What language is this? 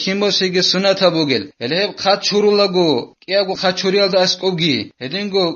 Avaric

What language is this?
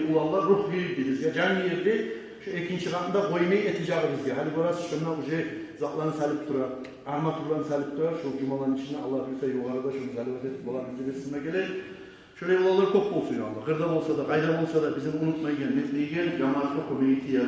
Kumyk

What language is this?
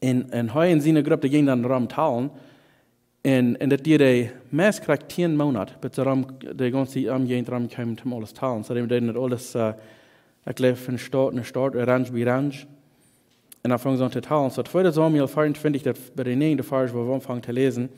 Plautdietsch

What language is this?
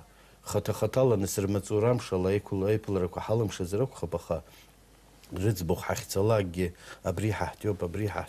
Abkhazian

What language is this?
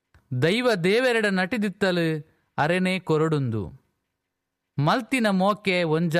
Tulu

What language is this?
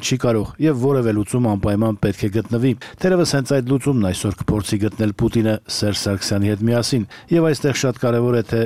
Armenian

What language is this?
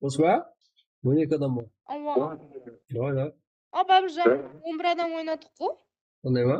Kara-Kalpak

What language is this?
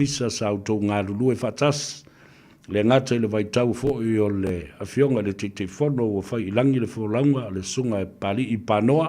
Samoan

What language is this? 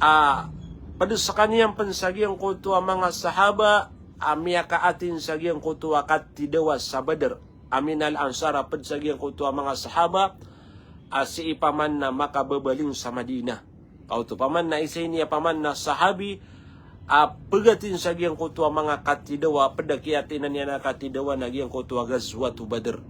Maranao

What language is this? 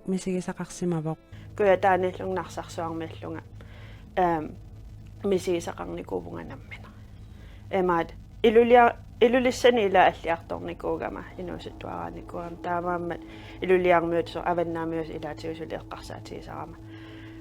Kalaallisut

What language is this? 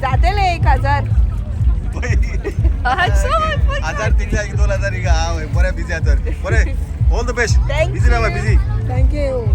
Konkani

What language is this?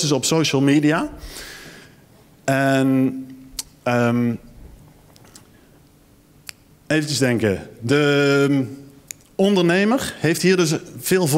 Dutch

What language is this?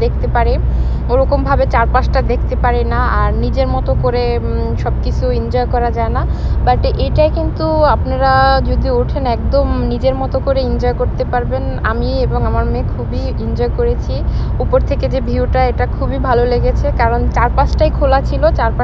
Bangla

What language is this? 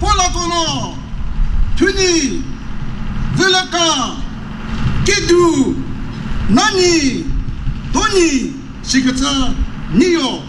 Chokri Naga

